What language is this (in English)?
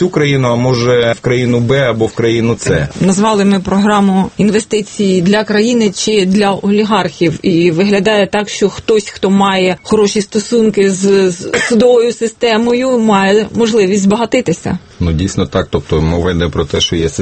Ukrainian